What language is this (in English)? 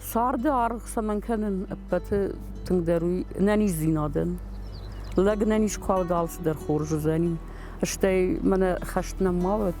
Ossetic